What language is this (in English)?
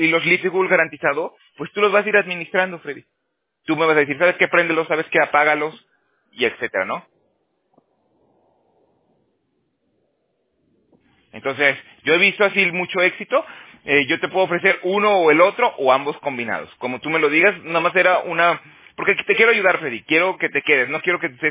Spanish